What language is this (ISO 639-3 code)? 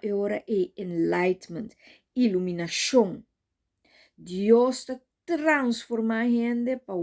pap